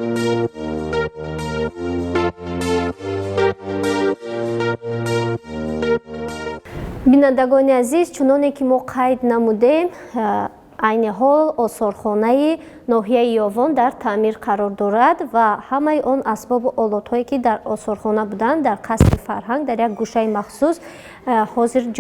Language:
Tajik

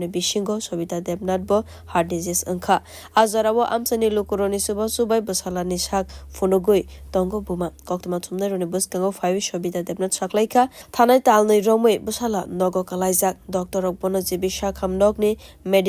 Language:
Kok Borok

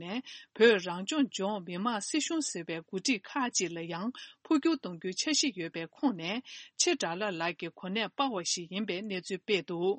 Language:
Tibetan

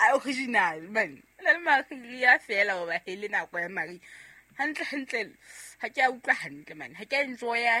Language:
Southern Sotho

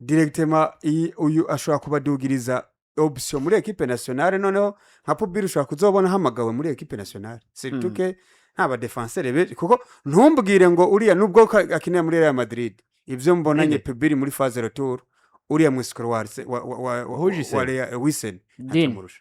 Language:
Rundi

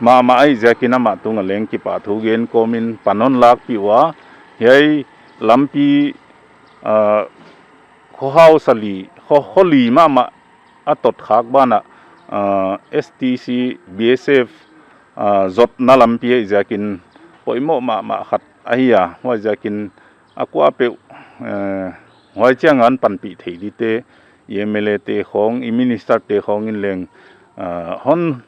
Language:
Paite Chin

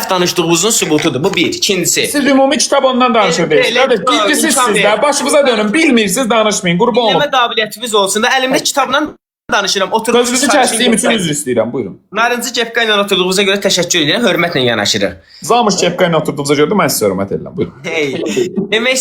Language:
Azerbaijani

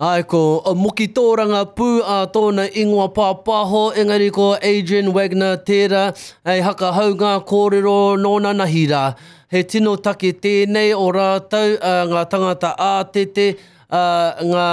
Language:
Māori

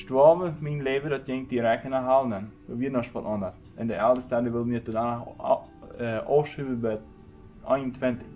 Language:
Plautdietsch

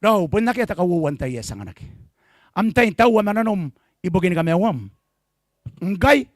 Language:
Gilbertese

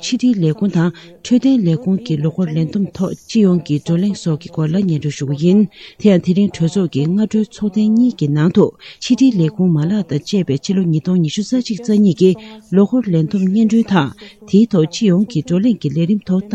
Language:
Tibetan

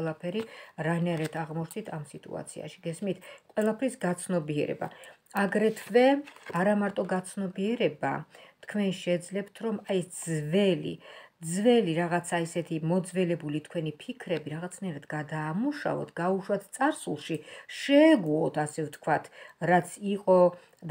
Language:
Georgian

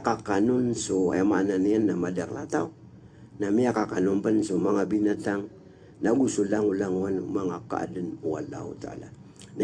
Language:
Maranao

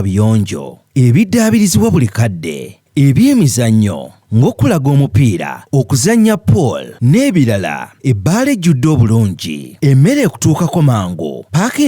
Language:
Ganda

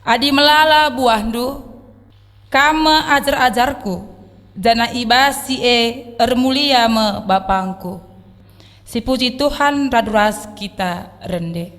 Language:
Batak Karo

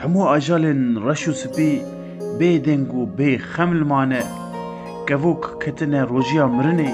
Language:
Kurdish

